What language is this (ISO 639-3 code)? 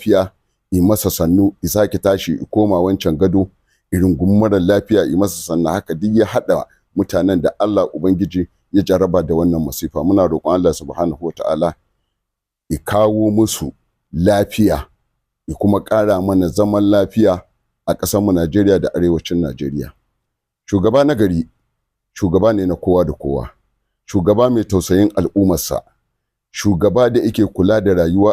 hau